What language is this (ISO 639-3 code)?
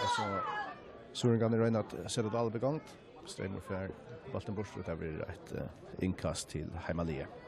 fao